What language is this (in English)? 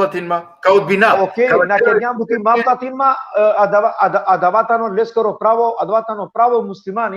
Balkan Romani